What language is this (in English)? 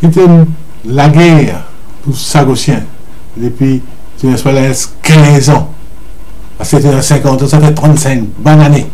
Morisyen